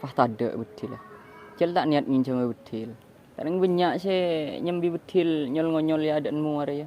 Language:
Madurese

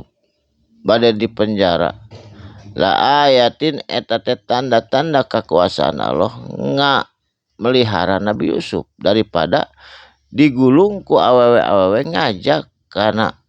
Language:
Sundanese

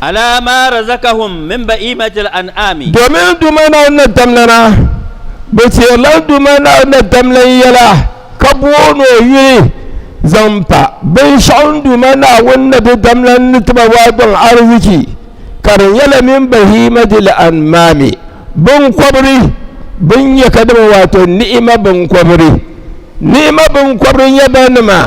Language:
Dagbani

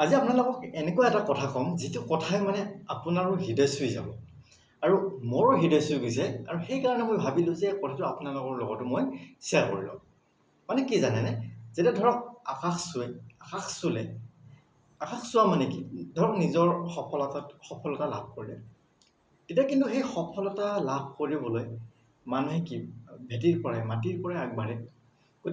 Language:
Assamese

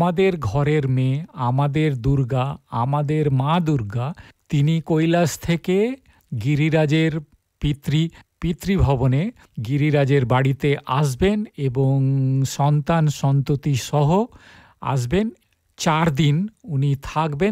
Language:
Bangla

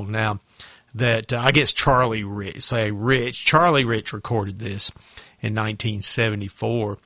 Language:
English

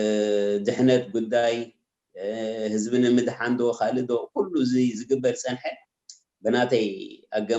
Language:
Tigrinya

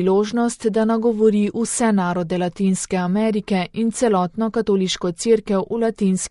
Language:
Slovenian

